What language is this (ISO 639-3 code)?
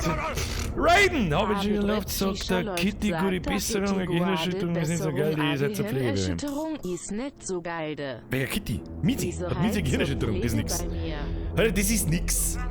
bar